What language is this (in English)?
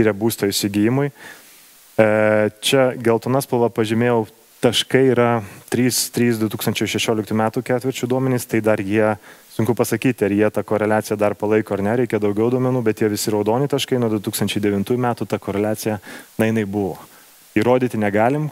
Lithuanian